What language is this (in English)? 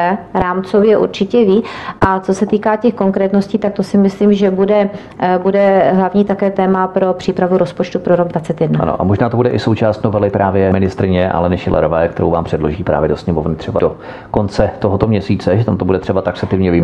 Czech